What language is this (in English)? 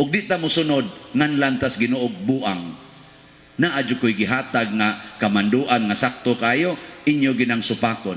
Cebuano